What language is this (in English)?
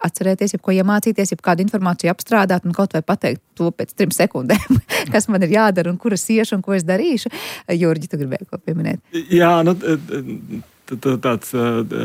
Latvian